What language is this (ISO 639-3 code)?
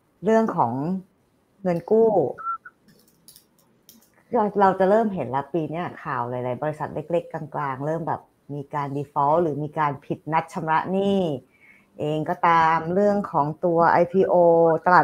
tha